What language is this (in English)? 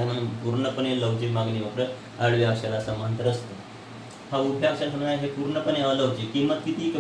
Marathi